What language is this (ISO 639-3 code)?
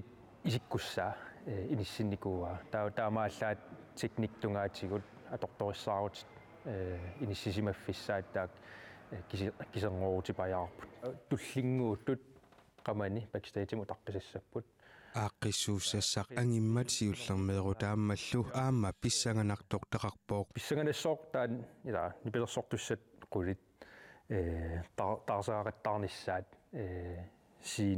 kal